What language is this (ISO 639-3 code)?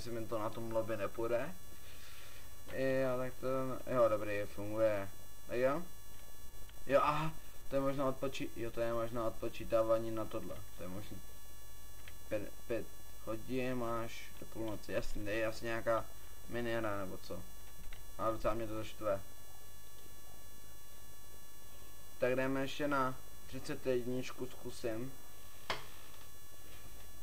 ces